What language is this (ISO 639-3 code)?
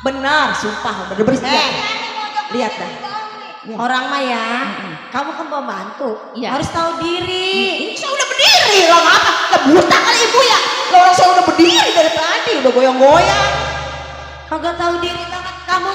bew